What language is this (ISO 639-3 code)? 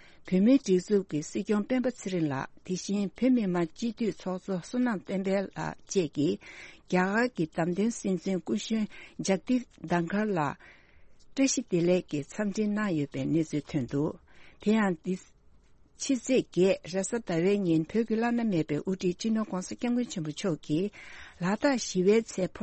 bod